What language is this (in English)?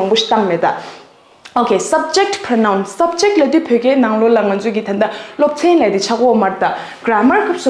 Tibetan